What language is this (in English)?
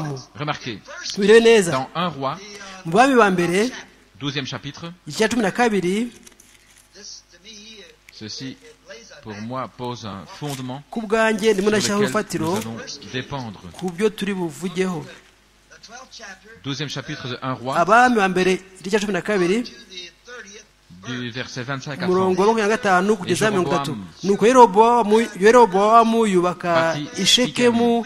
Kinyarwanda